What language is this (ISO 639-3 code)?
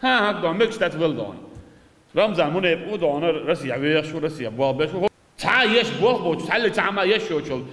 che